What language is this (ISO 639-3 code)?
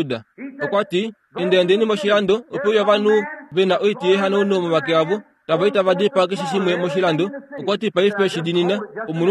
kua